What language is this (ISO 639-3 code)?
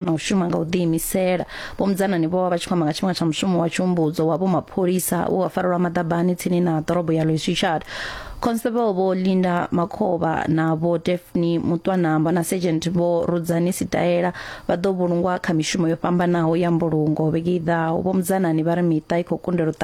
ven